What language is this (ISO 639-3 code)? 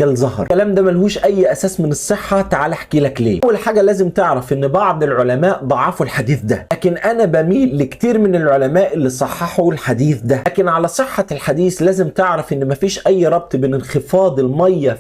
arz